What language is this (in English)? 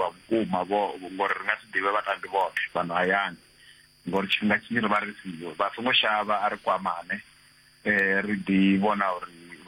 Venda